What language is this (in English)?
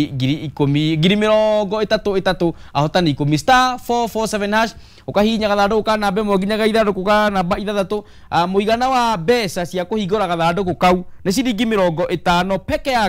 Kikuyu